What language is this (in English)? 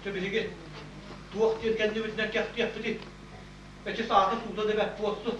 Yakut